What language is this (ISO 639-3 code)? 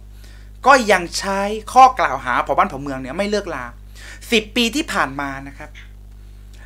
tha